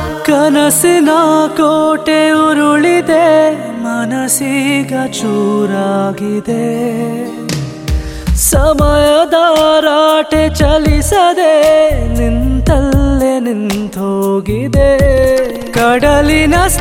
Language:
Kannada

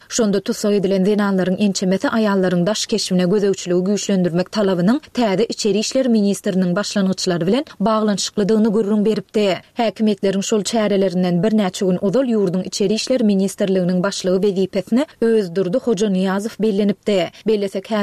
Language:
Turkmen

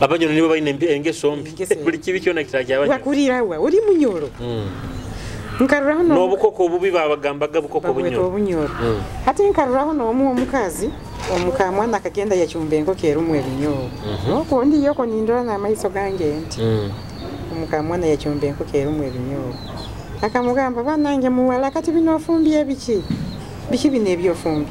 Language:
Nyoro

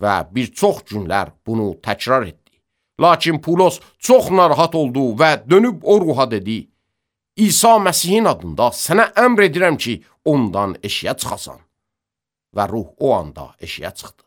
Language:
Azerbaijani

